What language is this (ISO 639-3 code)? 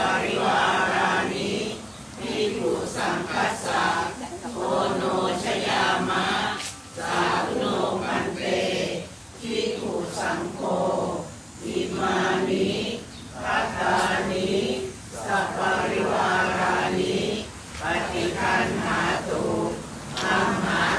pli